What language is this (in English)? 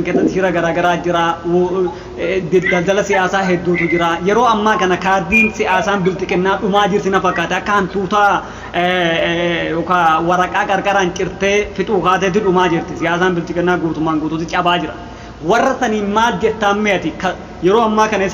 Oromo